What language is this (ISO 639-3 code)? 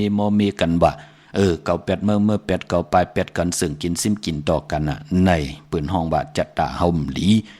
shn